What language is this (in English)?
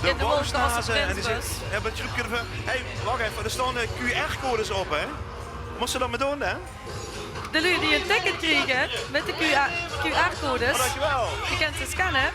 Limburgish